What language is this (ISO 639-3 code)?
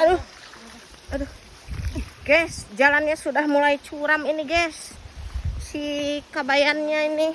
sun